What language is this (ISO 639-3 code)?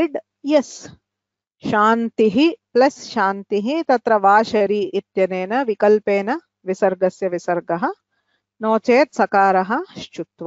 san